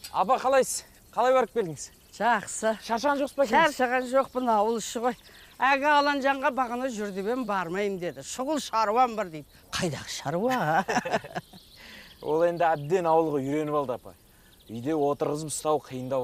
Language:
Kazakh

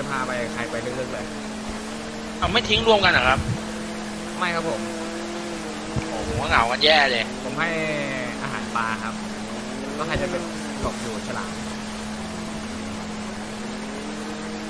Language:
Thai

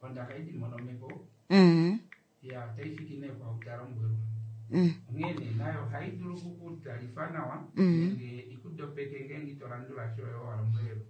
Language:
Kuanyama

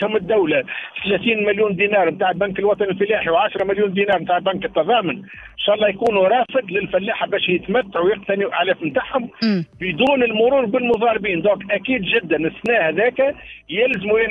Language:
Tunisian Arabic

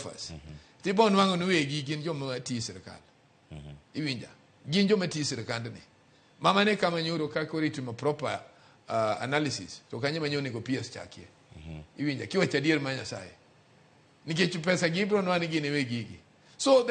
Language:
Luo (Kenya and Tanzania)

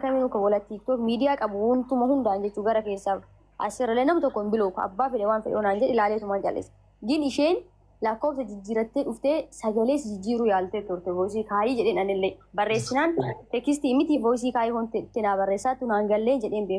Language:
Oromo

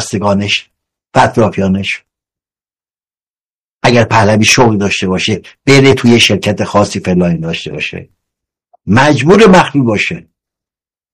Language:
Persian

